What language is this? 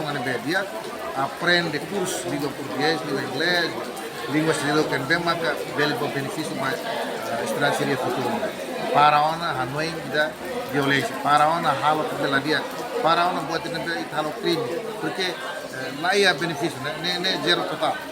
Tetum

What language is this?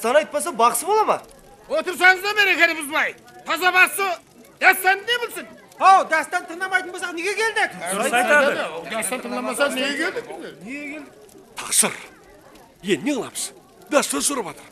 Kara-Kalpak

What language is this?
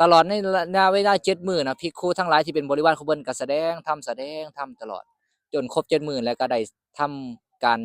Lao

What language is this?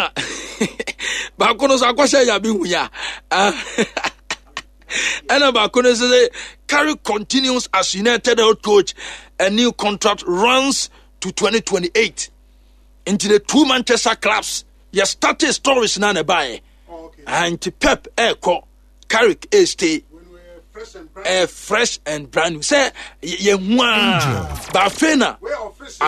Akan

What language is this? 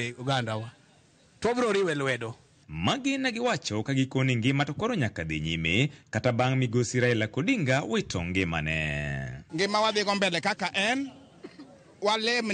Luo (Kenya and Tanzania)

